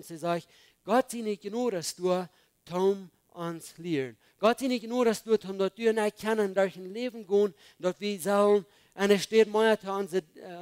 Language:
Plautdietsch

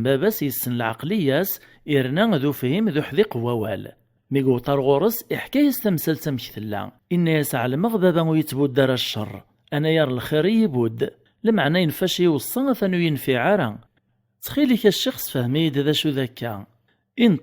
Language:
Kabyle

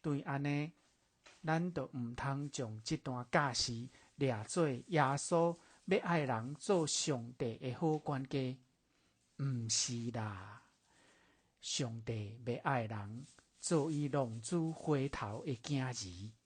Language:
Min Nan Chinese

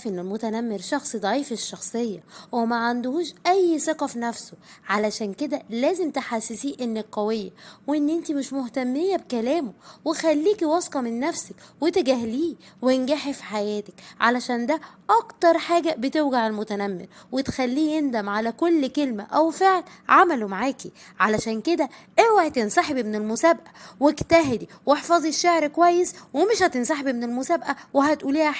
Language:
Egyptian Arabic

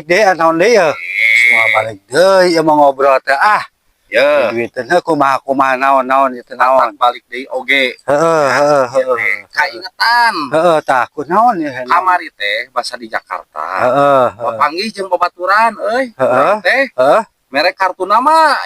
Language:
Sundanese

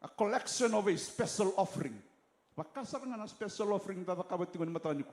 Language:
Fijian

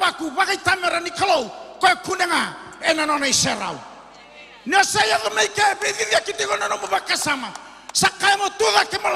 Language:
Fijian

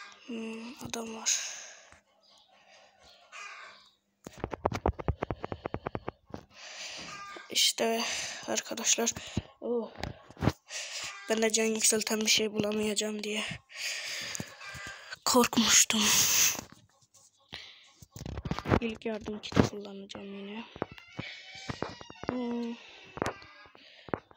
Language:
Turkish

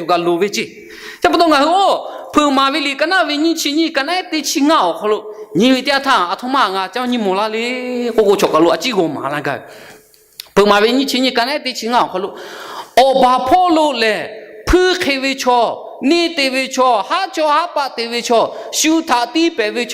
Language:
Lahu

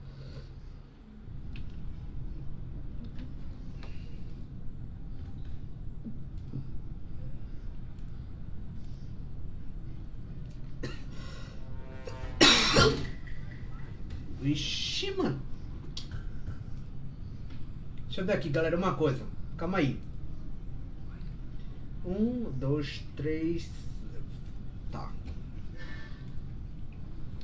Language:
Portuguese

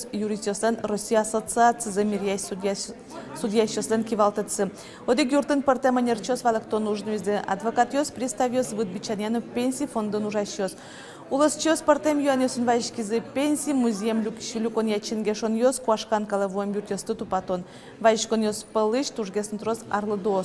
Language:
Udmurt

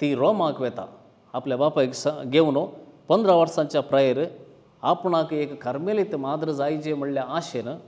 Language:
Konkani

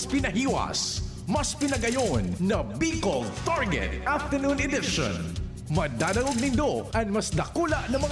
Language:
Bikol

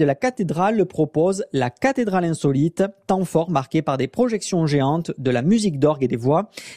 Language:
French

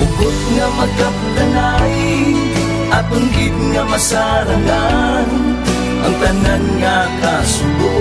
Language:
Hiligaynon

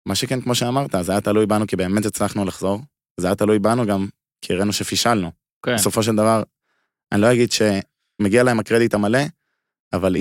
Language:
Hebrew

